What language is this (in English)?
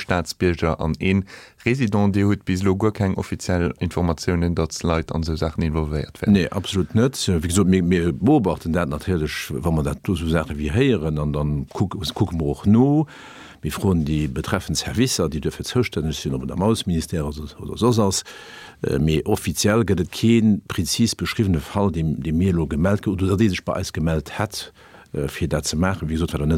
Luxembourgish